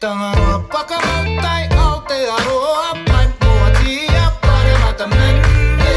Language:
Māori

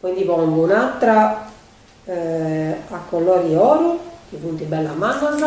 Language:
Sardinian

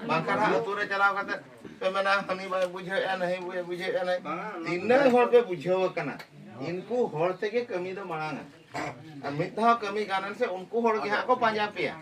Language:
Santali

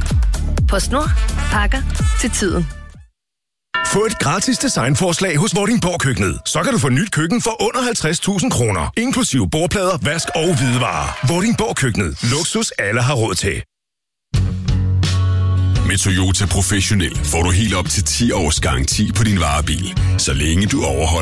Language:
Danish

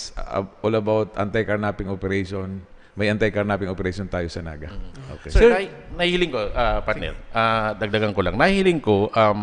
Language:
Bikol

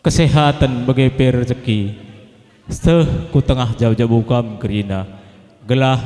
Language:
Batak Karo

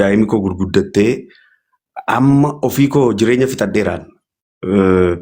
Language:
Oromo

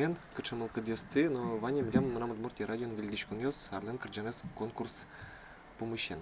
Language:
Udmurt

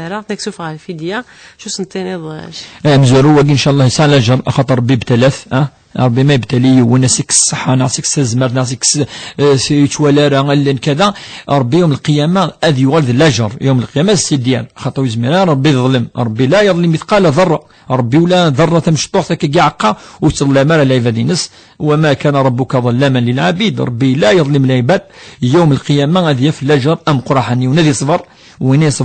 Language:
Kabyle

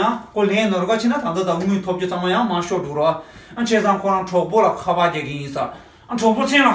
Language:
Tibetan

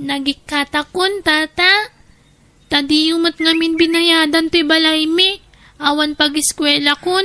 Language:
Iloko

